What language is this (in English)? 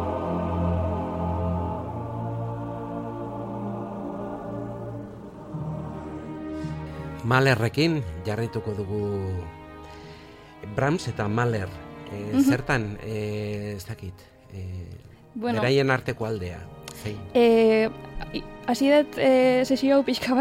Basque